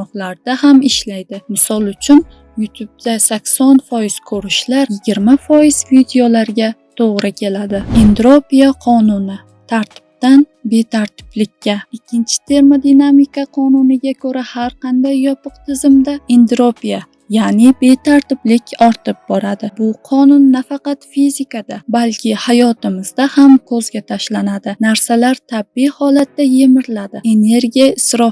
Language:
Uzbek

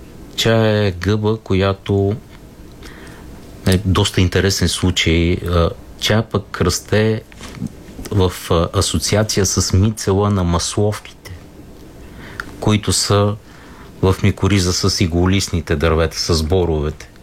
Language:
Bulgarian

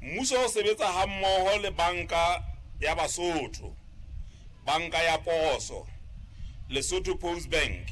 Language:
Southern Sotho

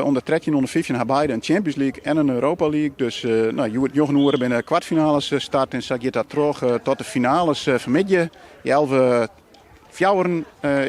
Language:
Western Frisian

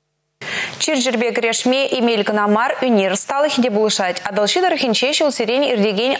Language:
Chuvash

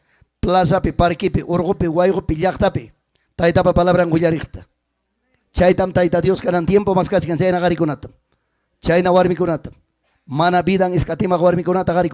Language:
Ayacucho Quechua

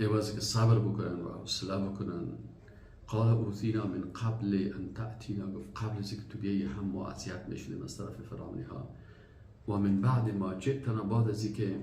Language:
Persian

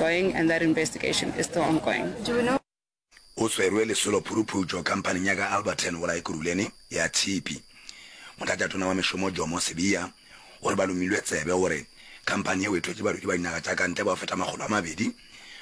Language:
Northern Sotho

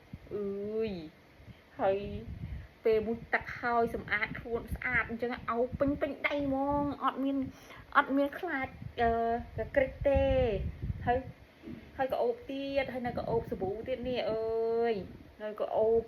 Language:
Khmer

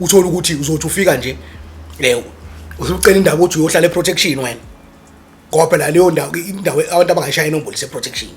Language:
Zulu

